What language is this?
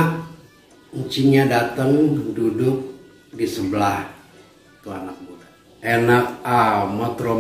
Betawi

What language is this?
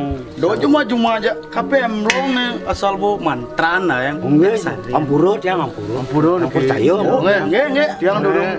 Balinese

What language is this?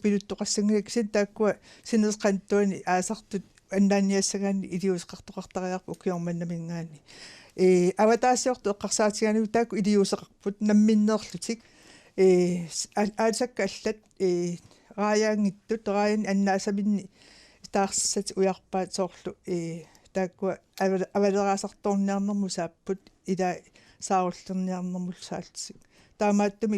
Kalaallisut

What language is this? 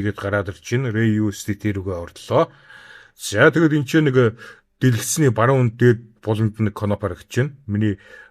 Mongolian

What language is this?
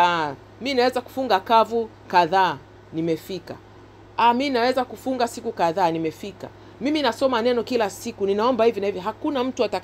Swahili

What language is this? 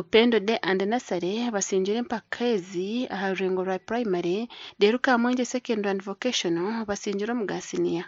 Nyankole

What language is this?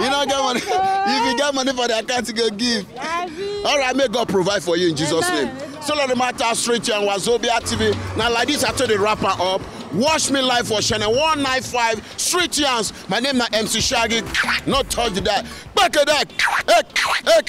Nigerian Pidgin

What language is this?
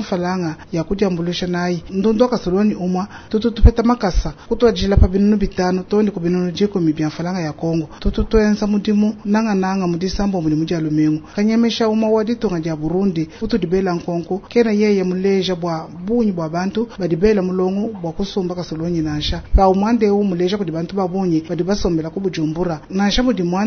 Luba-Lulua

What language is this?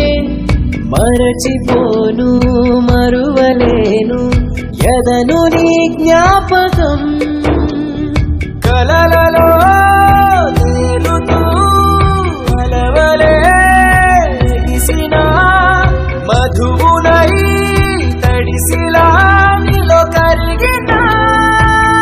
Telugu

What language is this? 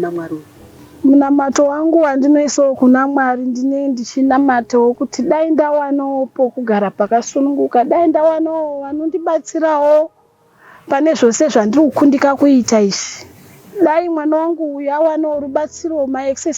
Shona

